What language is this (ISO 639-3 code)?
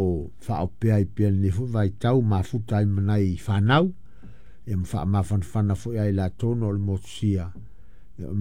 smo